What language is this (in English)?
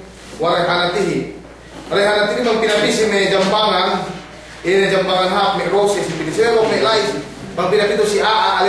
Yakan